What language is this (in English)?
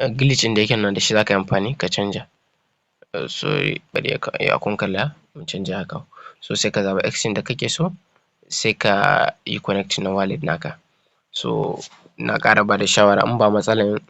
Hausa